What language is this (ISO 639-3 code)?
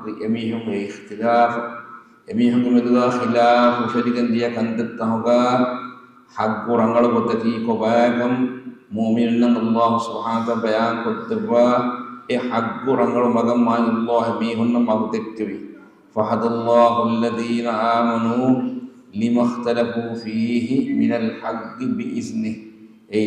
div